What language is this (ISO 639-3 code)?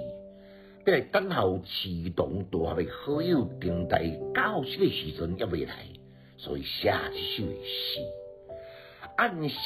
nan